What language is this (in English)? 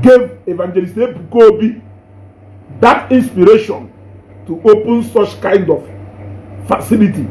Igbo